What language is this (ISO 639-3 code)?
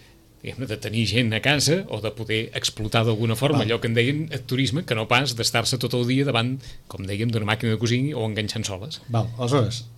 cat